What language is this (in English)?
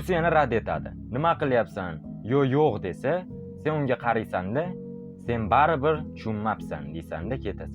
Uzbek